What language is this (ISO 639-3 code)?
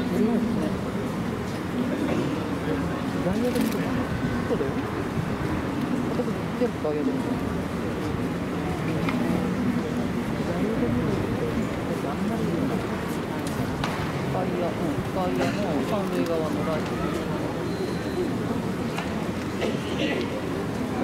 jpn